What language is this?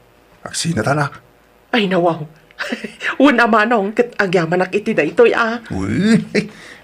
Iloko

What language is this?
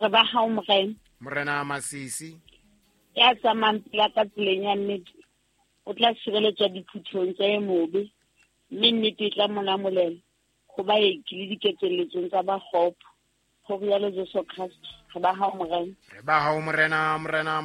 Southern Sotho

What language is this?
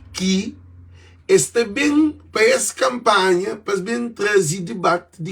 Kabuverdianu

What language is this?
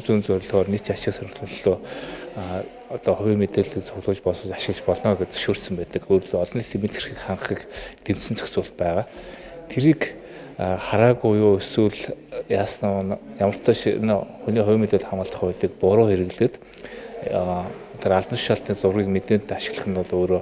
Mongolian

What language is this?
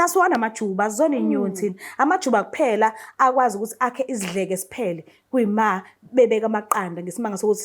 Zulu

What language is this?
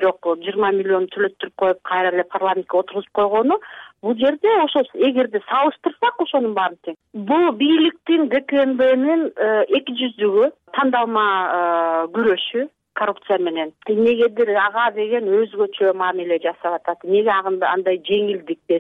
Kyrgyz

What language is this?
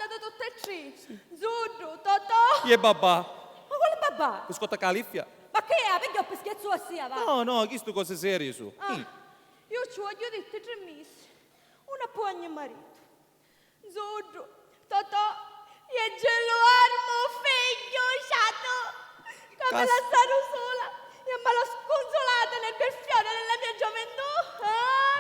Sicilian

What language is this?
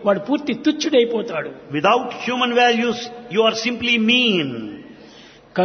Telugu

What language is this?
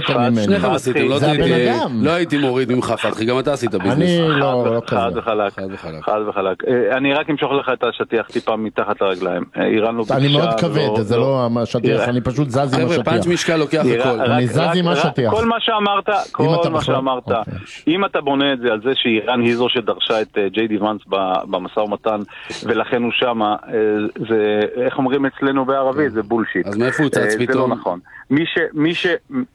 Hebrew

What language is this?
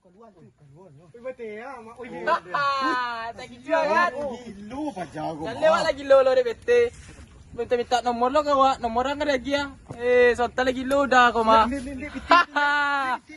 Minangkabau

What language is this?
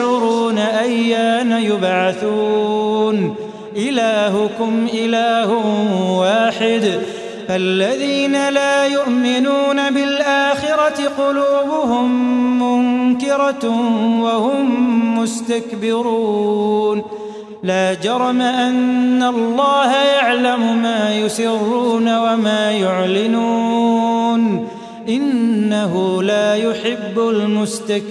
Arabic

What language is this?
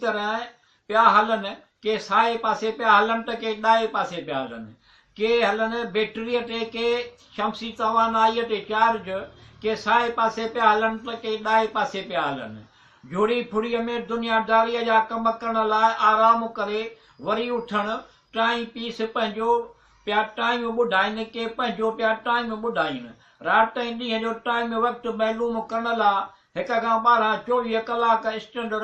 Sindhi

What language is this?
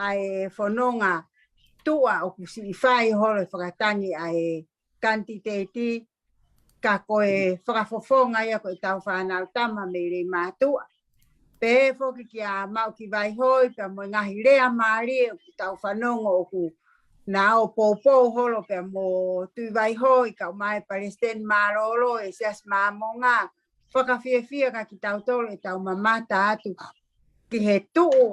Tongan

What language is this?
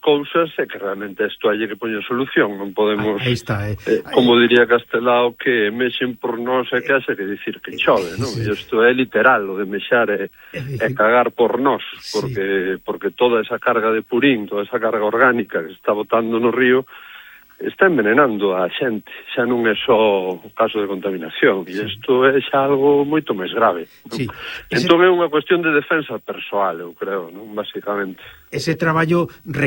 Galician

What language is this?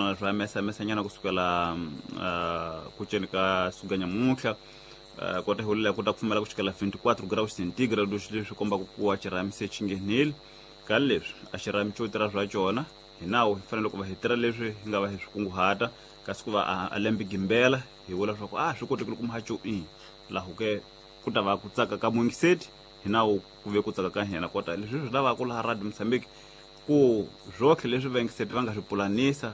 Tsonga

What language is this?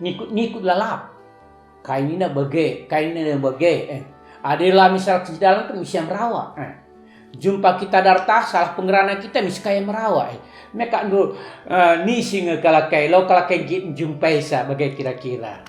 Batak Karo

